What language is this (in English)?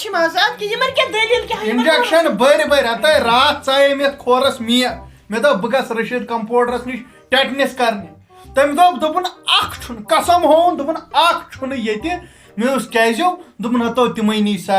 Kashmiri